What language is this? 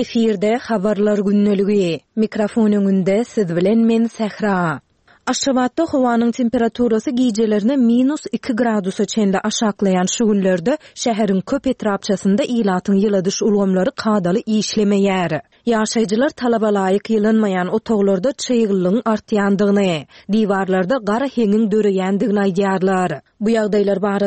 Turkmen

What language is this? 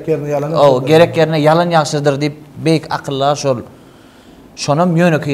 Turkmen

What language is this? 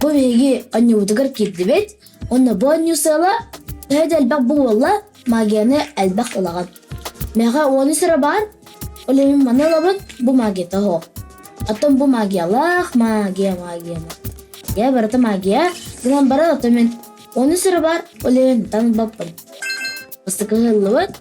Yakut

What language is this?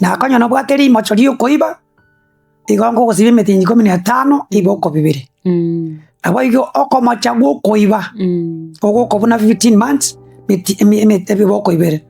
Gusii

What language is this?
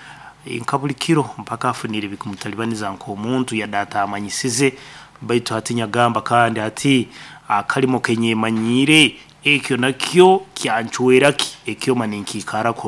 Nyoro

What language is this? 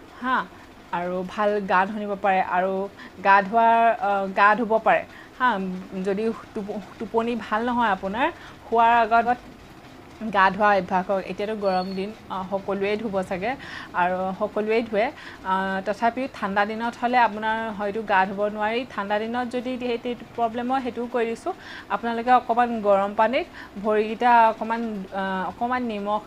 Assamese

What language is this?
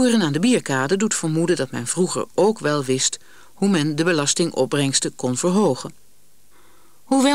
Dutch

